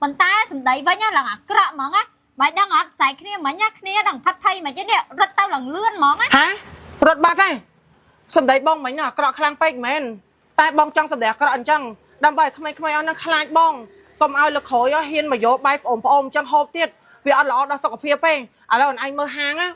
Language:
Khmer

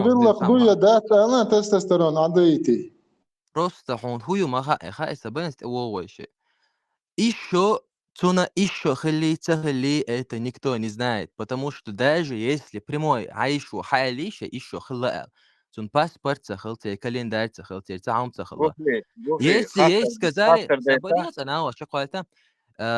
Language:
Chechen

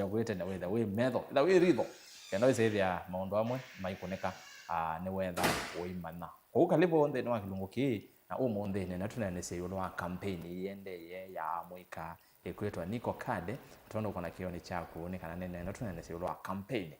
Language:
Kamba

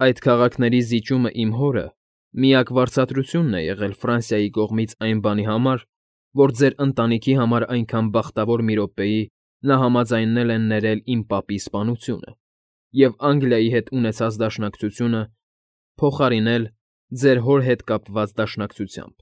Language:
Armenian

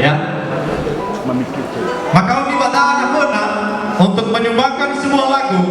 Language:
Nias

